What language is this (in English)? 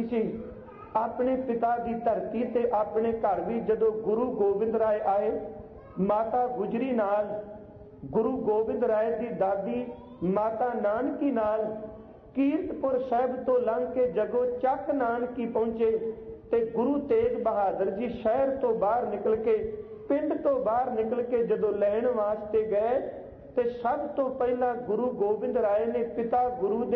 Punjabi